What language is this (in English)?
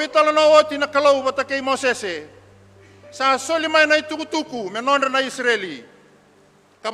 Fijian